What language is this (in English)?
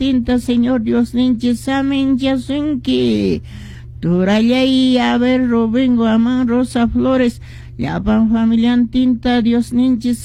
Quechua